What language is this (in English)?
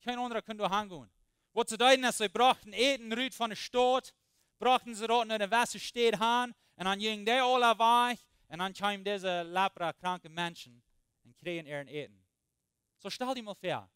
Plautdietsch